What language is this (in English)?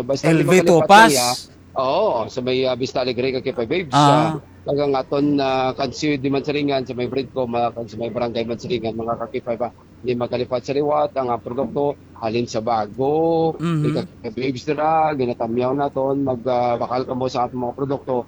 Hiligaynon